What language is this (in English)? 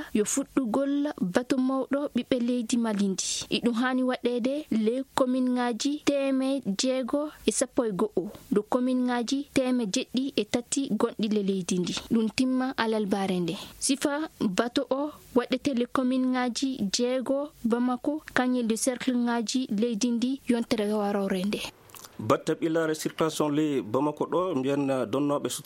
Fula